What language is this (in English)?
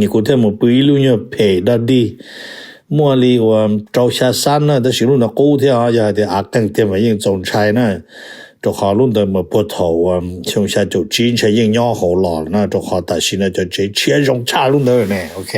Hmong